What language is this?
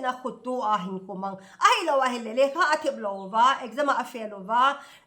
Thado Chin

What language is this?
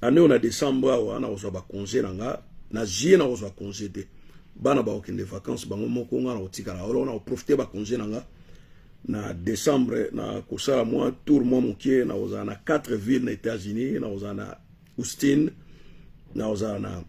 Lingala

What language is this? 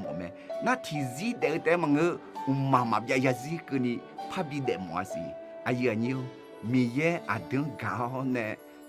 Akha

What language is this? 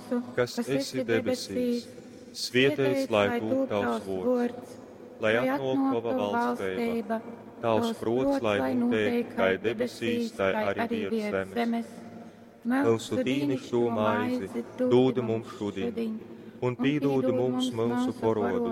Latgalian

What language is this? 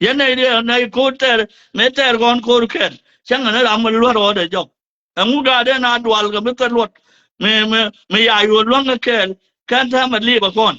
Nuer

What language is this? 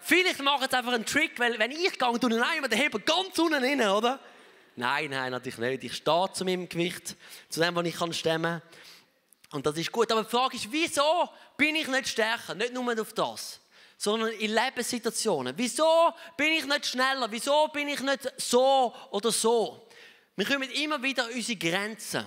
Swiss German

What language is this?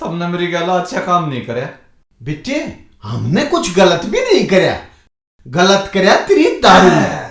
Haryanvi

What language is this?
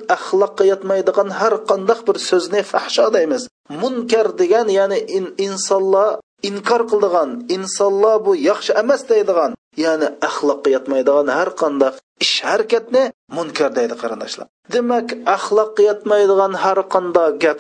Uyghur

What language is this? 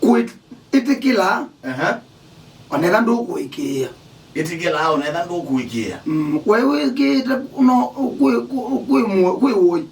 Kamba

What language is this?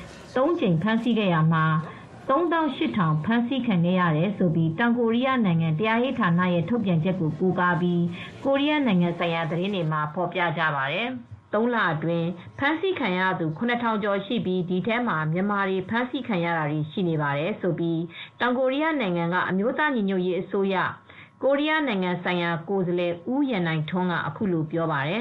Burmese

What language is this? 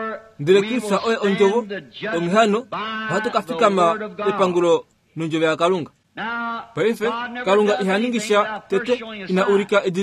Kuanyama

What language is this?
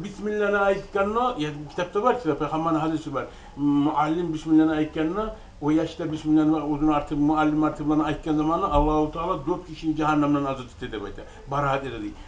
Kumyk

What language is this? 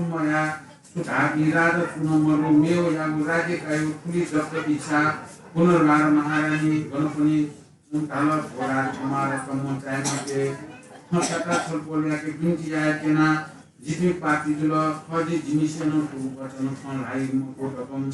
Newari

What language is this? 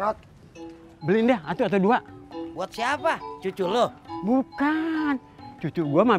Betawi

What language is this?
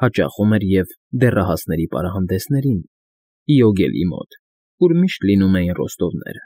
Armenian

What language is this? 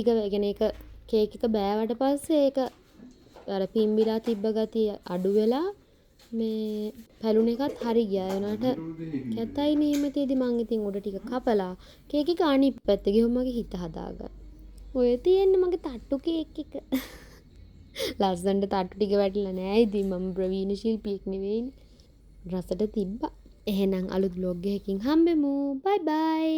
Sinhala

